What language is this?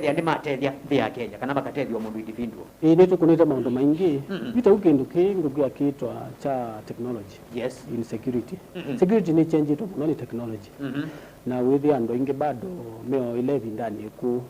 Kamba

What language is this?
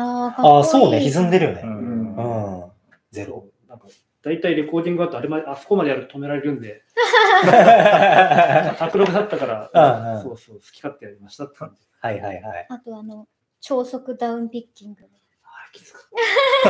Japanese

